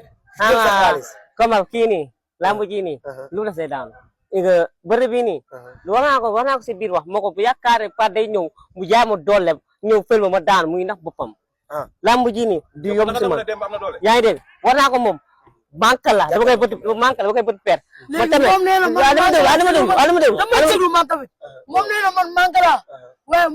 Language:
Wolof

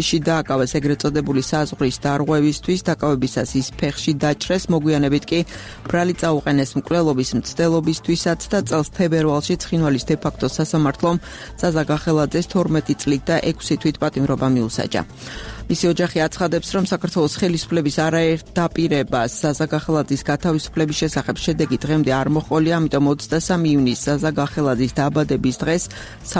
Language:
Georgian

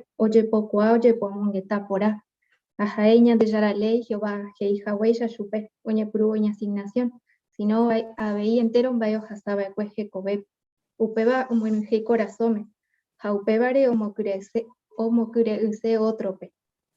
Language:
Guarani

